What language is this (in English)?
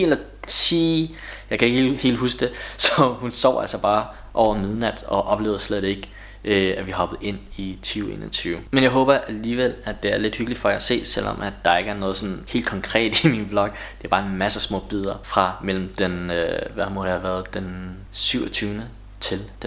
Danish